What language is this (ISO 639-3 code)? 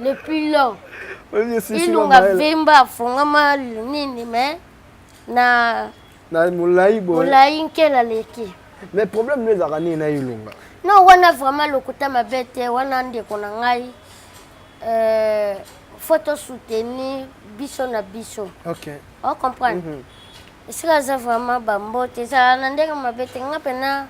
lin